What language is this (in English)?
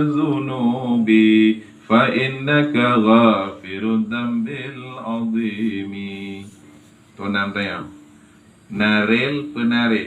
Achinese